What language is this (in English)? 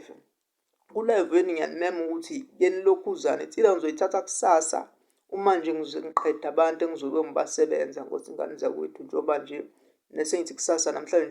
Zulu